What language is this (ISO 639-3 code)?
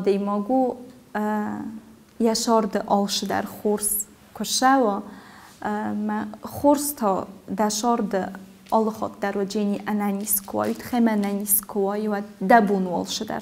oss